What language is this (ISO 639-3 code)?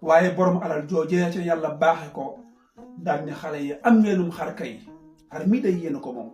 wol